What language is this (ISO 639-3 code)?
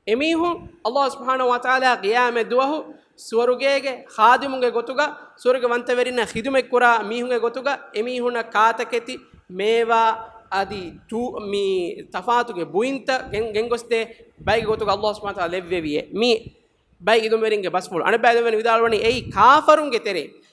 div